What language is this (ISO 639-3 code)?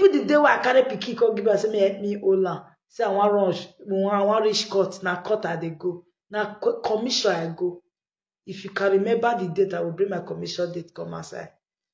pcm